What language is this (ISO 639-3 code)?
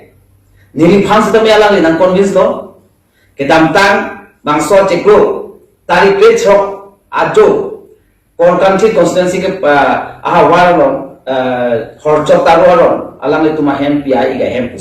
mjw